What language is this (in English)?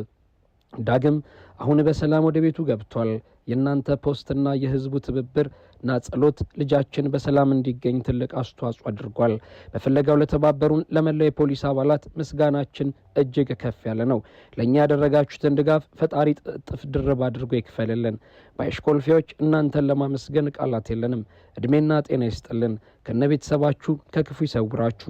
Amharic